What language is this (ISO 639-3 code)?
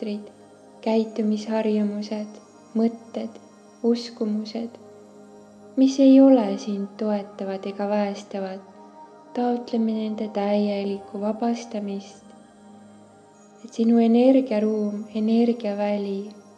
est